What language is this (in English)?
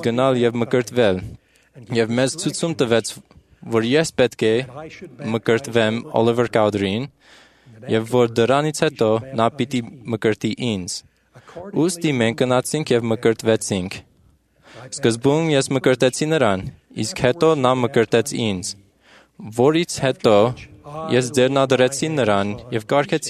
Armenian